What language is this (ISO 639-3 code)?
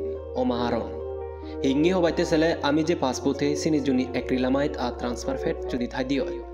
ccp